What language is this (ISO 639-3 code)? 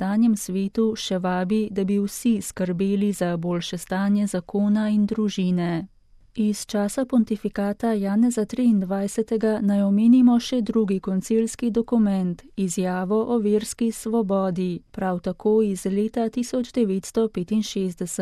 slv